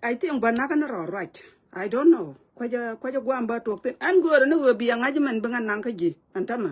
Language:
Nuer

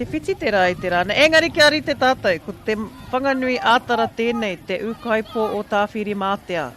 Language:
Māori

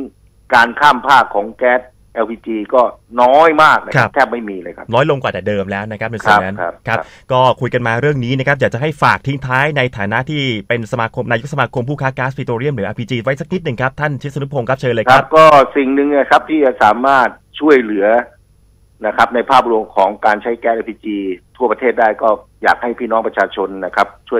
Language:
Thai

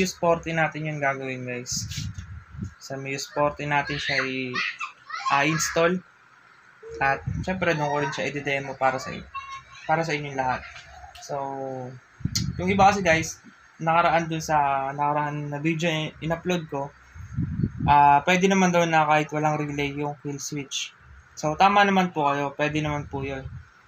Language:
Filipino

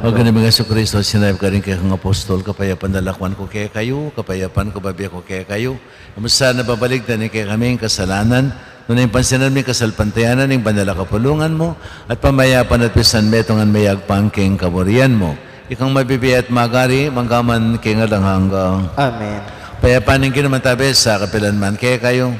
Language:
Pampanga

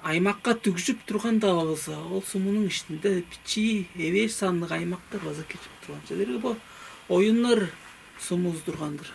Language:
Tuvinian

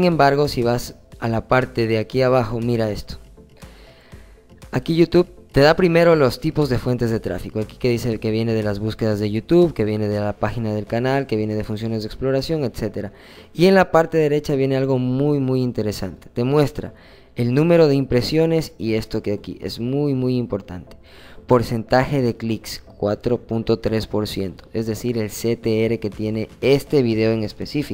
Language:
Spanish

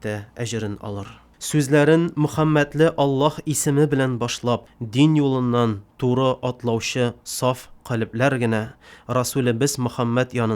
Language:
Tatar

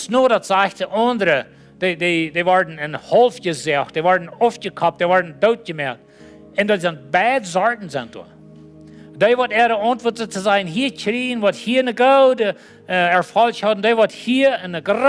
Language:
Plautdietsch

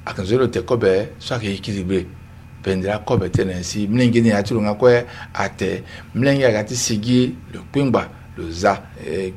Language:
Sango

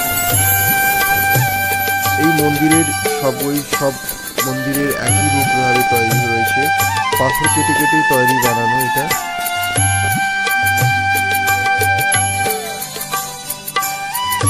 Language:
Bangla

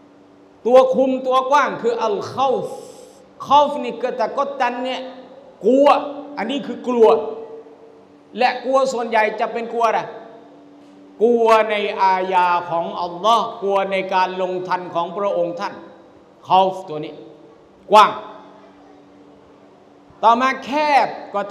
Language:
Thai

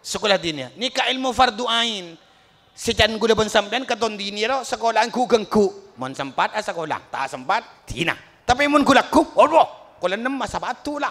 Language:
Madurese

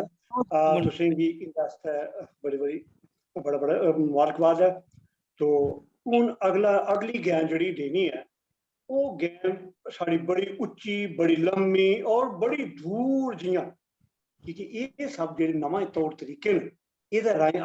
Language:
Dogri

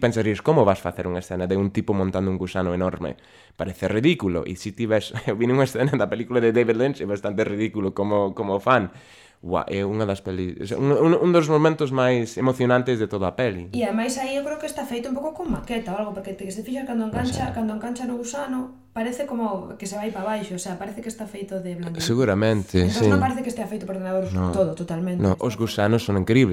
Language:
Galician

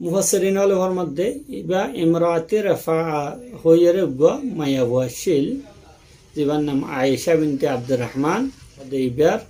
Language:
Rohingya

